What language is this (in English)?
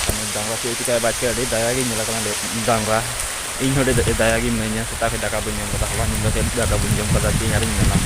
Santali